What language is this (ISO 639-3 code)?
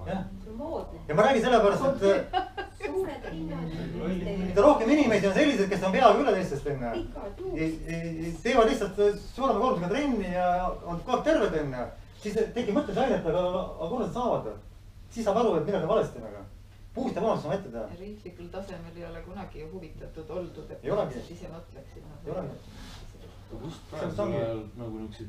est